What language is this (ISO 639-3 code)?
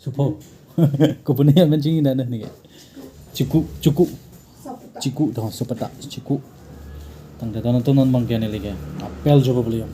mjw